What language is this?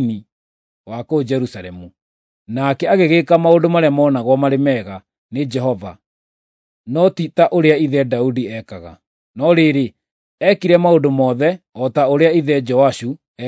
Kikuyu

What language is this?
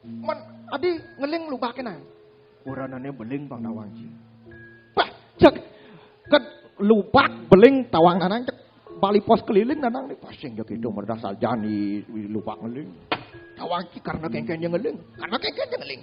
Balinese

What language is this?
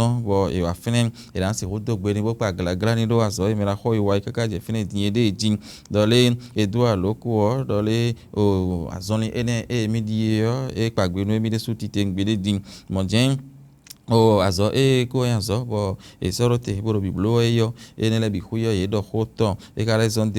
Fon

